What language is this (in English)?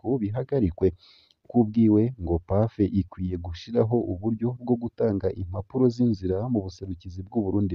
Rundi